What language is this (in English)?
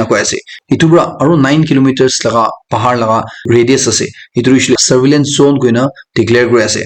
Naga Pidgin